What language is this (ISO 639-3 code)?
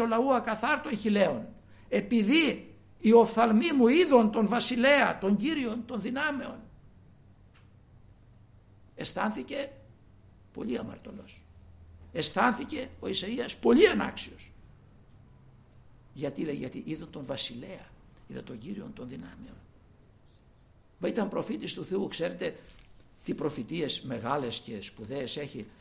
ell